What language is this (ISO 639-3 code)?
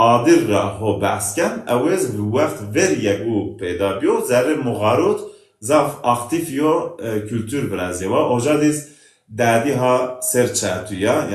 zza